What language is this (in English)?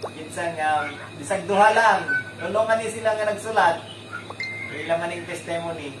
Cebuano